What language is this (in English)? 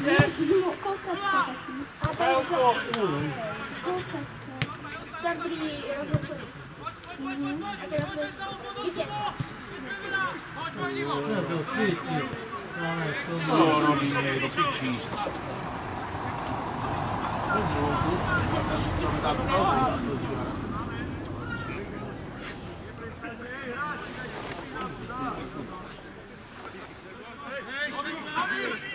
Slovak